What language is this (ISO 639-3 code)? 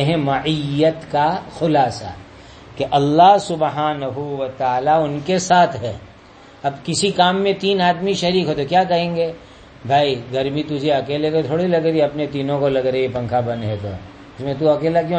urd